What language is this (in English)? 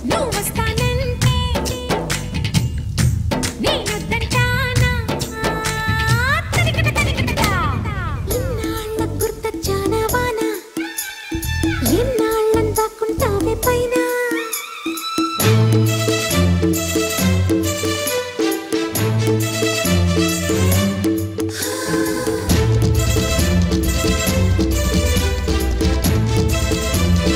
Telugu